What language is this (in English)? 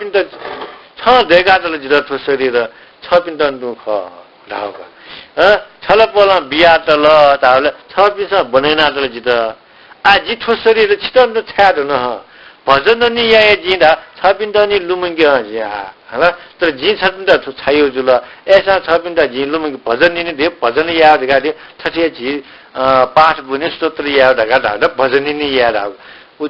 Newari